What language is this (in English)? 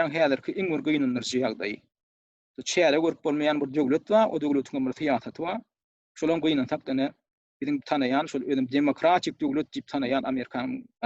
Turkmen